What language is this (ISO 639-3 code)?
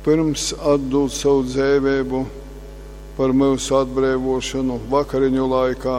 ltg